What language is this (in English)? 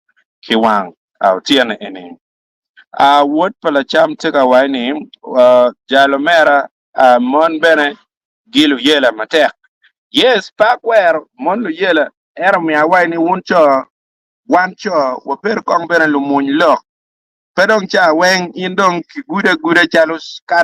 Acoli